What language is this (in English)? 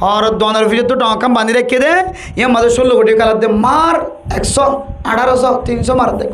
Rohingya